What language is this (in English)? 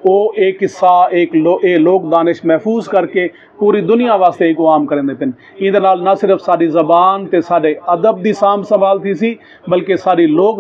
Saraiki